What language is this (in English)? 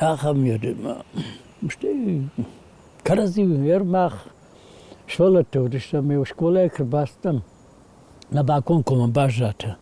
Ossetic